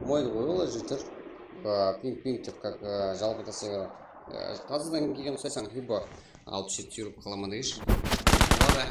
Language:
Kara-Kalpak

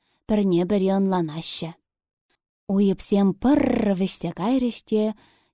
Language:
Chuvash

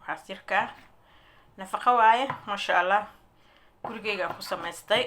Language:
Somali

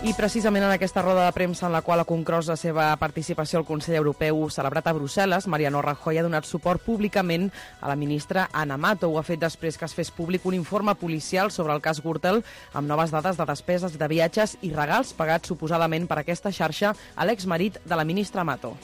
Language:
Catalan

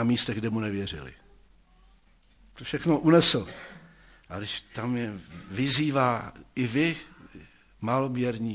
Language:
Czech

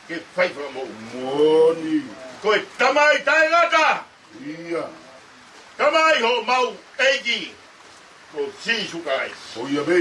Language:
Tongan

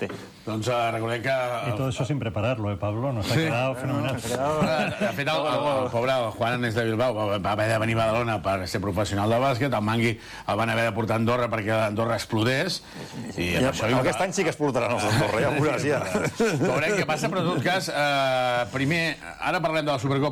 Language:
Catalan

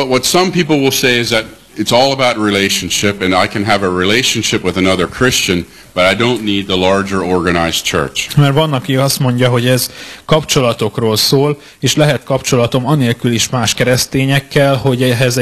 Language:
Hungarian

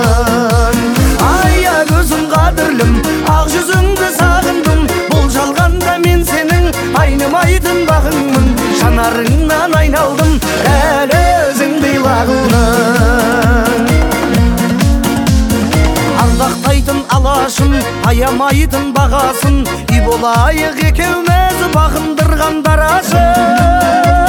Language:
Kazakh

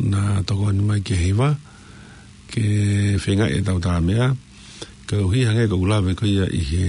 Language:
Tongan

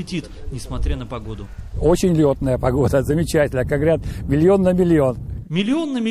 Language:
Russian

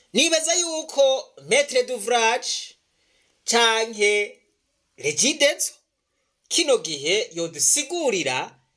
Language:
Rundi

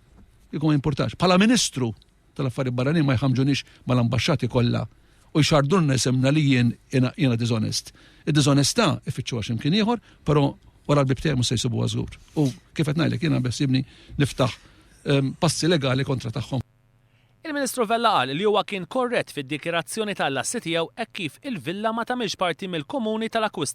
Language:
Maltese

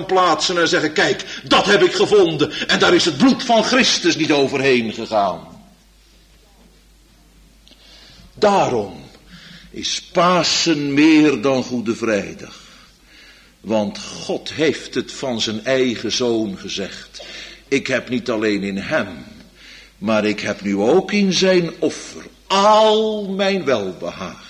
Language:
Dutch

